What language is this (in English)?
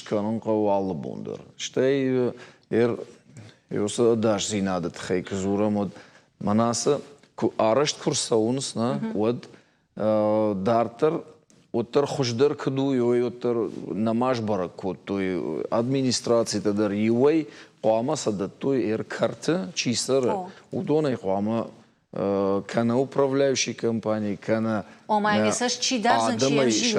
Ossetic